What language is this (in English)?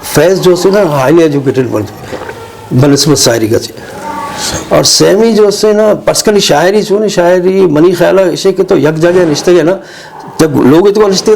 Eastern Balochi